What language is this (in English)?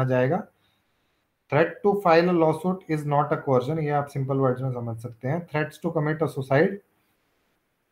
Hindi